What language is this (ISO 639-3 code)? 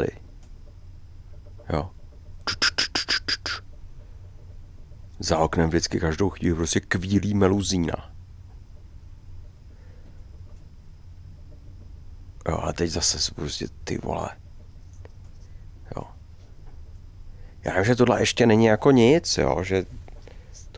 ces